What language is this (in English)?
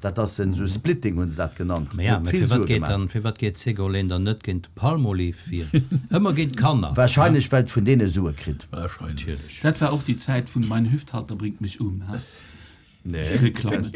Luxembourgish